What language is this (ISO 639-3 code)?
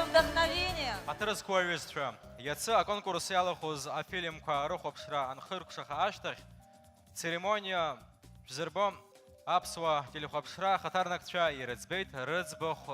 abk